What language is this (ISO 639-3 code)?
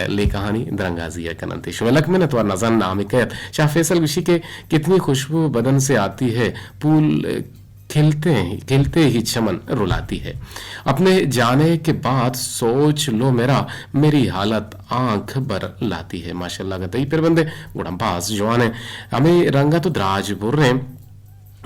bgp